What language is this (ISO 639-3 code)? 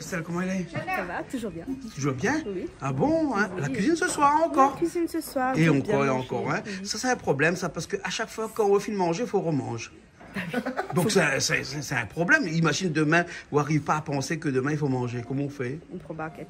rcf